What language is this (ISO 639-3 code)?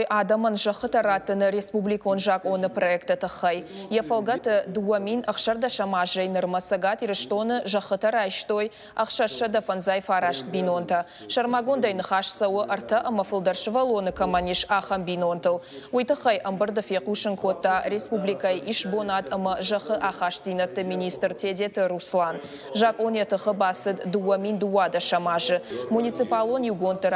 oss